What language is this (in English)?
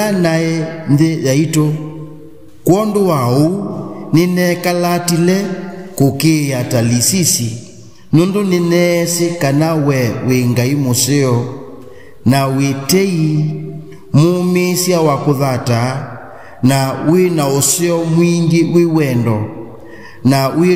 Kamba